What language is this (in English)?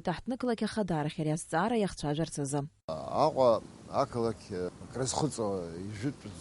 Abkhazian